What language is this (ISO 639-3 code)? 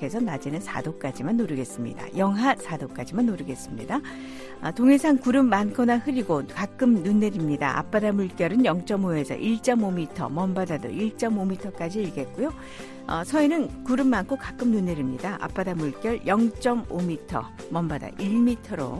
kor